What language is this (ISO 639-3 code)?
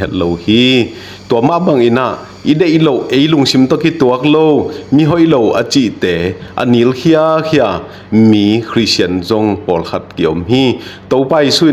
ctd